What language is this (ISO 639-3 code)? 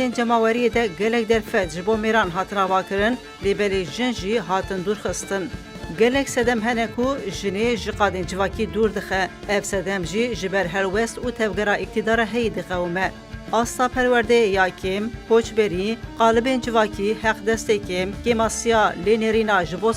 kur